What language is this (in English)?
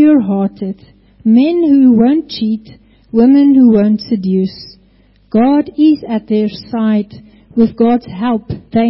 Afrikaans